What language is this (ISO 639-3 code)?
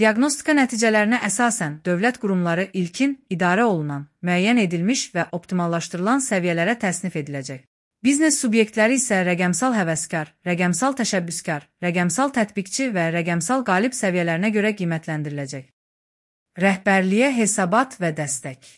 aze